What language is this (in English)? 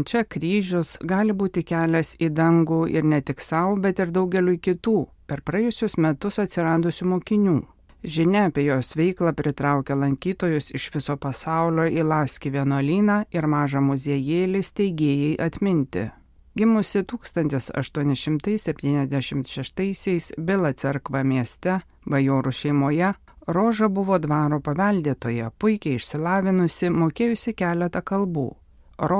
Lithuanian